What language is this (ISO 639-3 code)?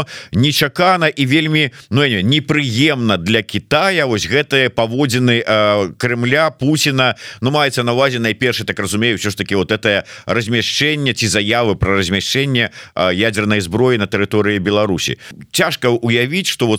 bel